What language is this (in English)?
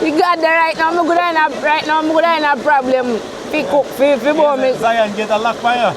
Jamaican Creole English